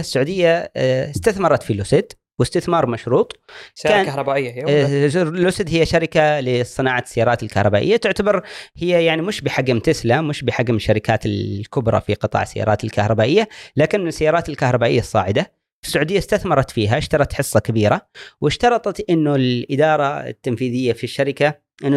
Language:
Gulf Arabic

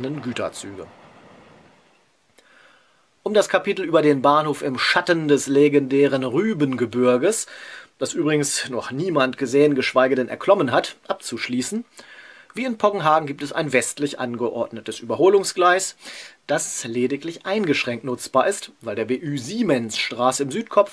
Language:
German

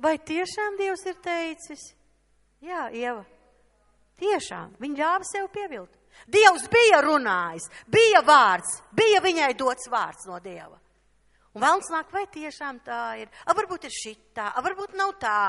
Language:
Latvian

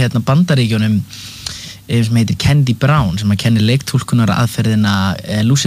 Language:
Icelandic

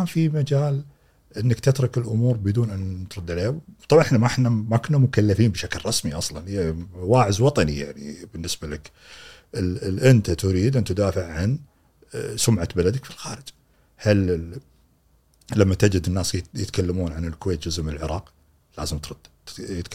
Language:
Gulf Arabic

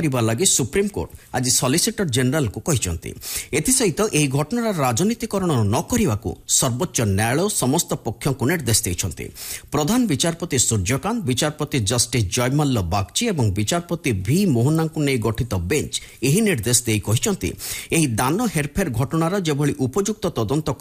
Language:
Odia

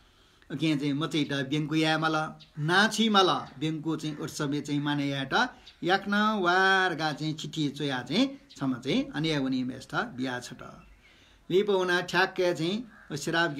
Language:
Newari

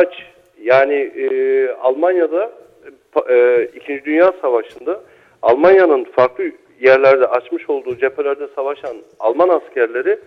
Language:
Turkish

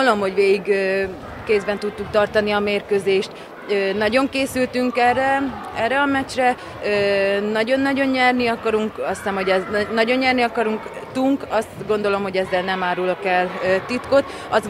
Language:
Hungarian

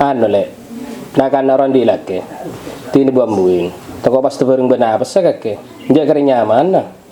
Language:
Madurese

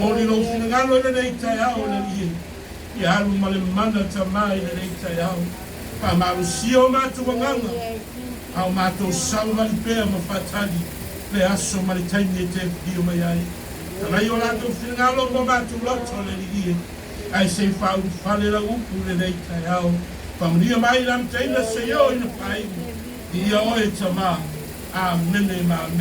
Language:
Samoan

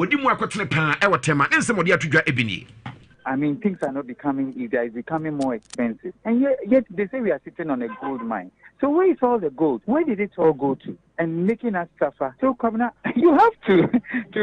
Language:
Akan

